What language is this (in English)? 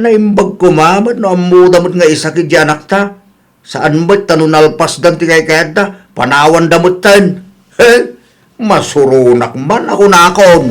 Iloko